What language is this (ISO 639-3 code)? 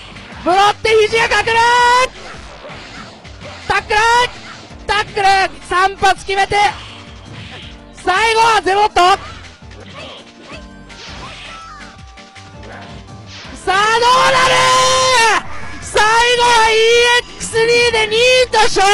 jpn